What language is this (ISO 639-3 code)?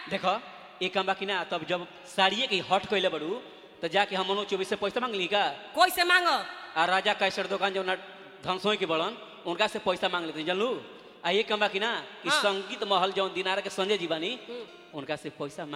bho